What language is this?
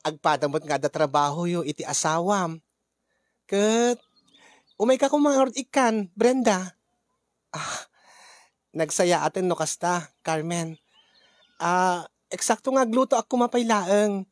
Iloko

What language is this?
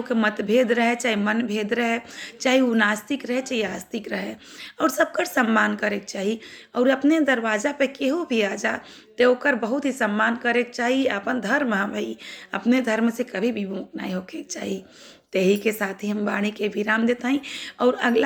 Bhojpuri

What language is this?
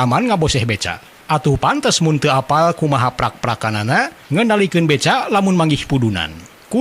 Sundanese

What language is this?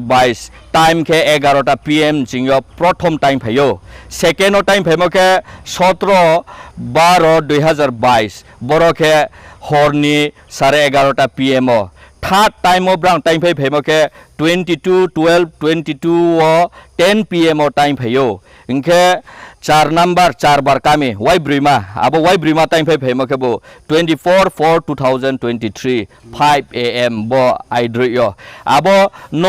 Riang (India)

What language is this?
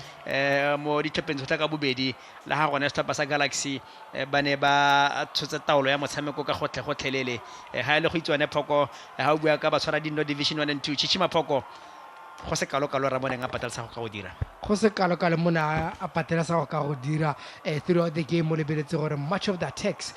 Tswana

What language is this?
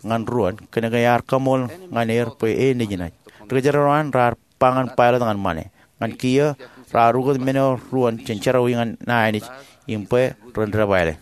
Marshallese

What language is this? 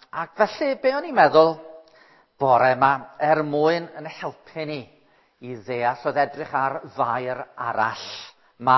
Welsh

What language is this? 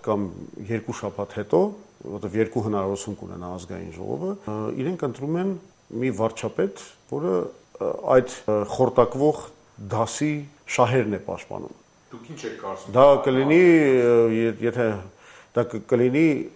Armenian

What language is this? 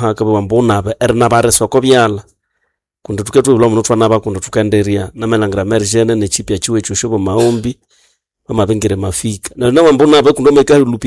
Nande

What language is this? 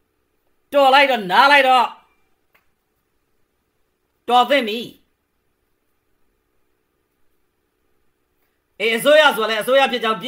Burmese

